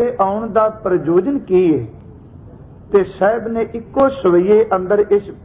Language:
Punjabi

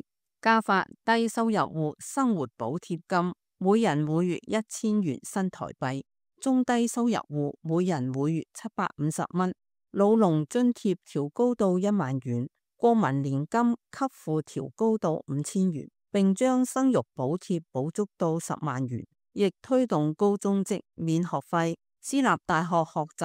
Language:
Cantonese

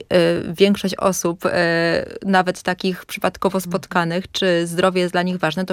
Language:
Polish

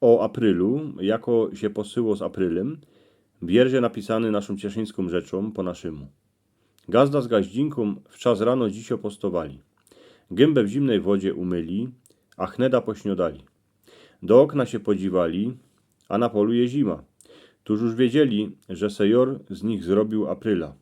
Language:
Silesian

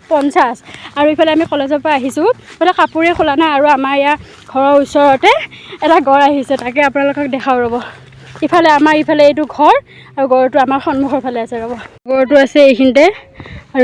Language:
Assamese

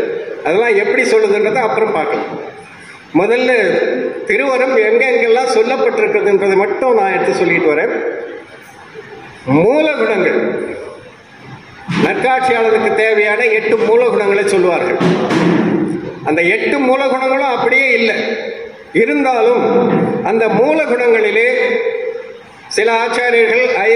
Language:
Tamil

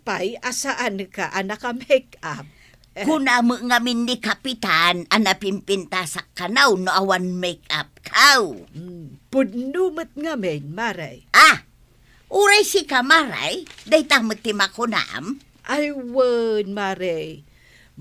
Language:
Iloko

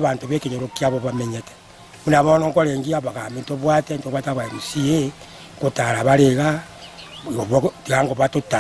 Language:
Gusii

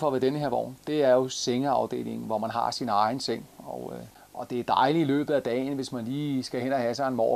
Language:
Danish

